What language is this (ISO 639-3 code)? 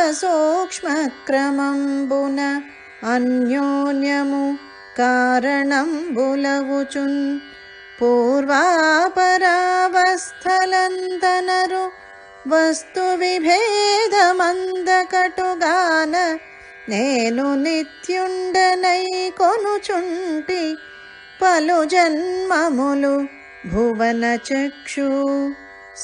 tel